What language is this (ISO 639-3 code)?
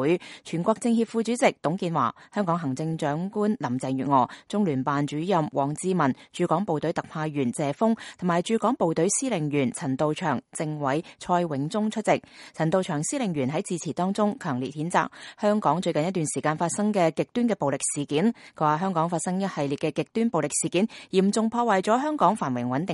yue